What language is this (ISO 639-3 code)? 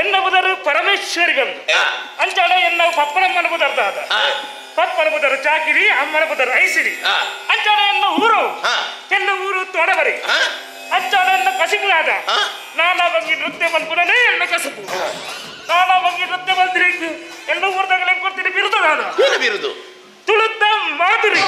tcy